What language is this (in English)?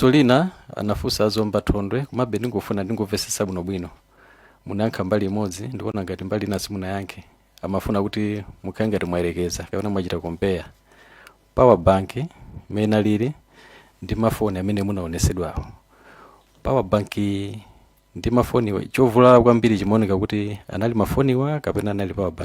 Nyanja